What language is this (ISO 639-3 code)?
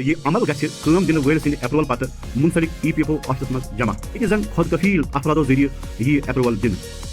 kas